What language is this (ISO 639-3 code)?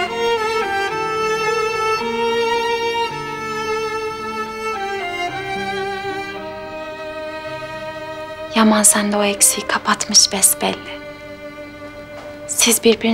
tur